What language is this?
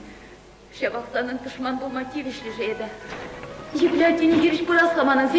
Chuvash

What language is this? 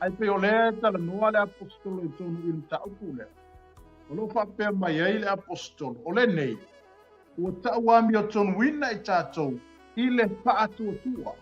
Samoan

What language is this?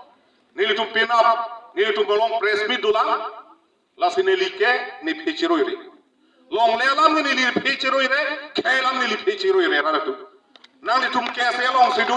Karbi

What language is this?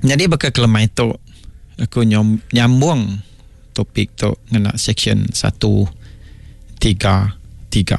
Iban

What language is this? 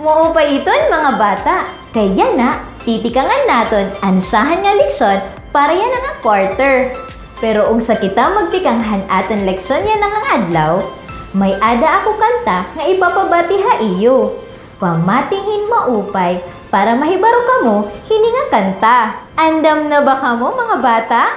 Waray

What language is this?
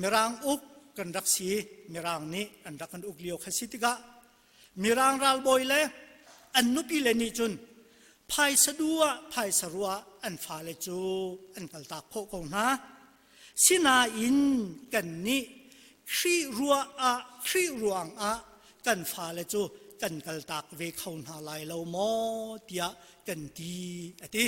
Hakha Chin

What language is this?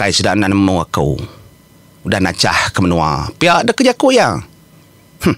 Iban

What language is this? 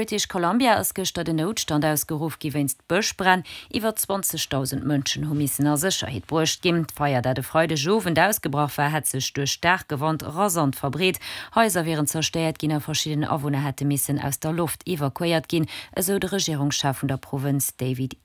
Luxembourgish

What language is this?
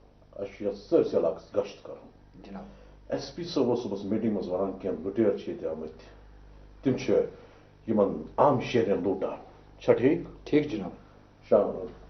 Kashmiri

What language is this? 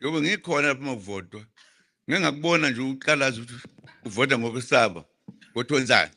Zulu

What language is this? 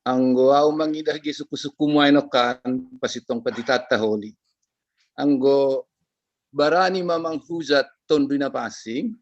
Batak Simalungun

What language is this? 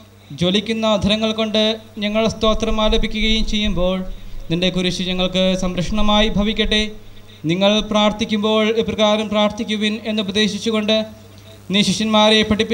Malayalam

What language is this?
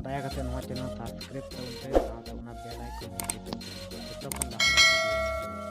Santali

